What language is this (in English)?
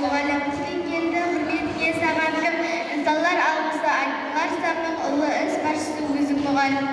Kara-Kalpak